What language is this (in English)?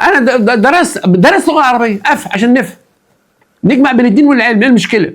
Egyptian Arabic